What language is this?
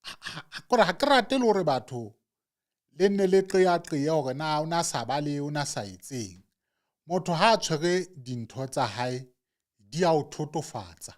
Southern Sotho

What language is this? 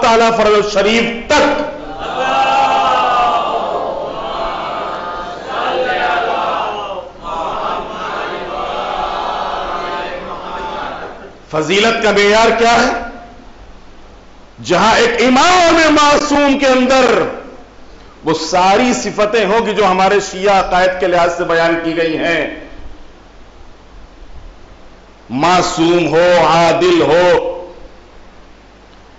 Urdu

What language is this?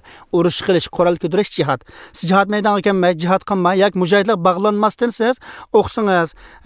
Uyghur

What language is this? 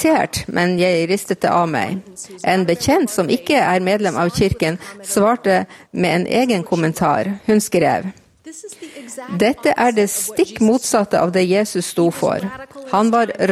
Norwegian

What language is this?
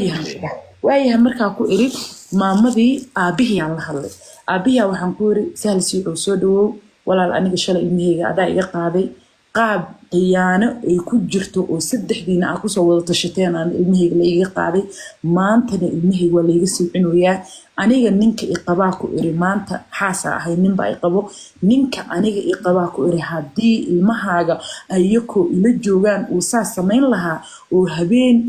Somali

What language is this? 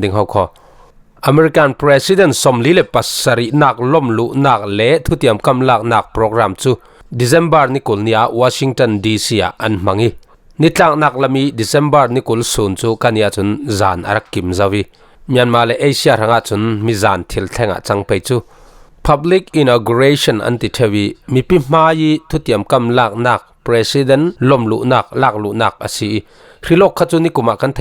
Falam Chin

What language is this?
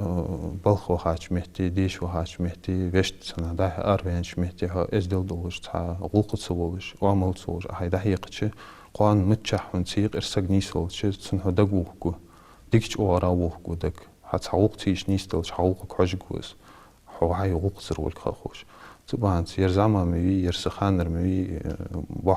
Ingush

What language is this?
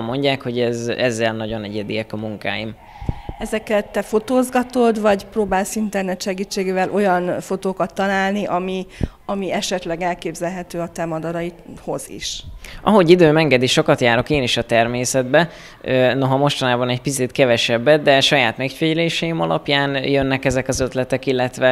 Hungarian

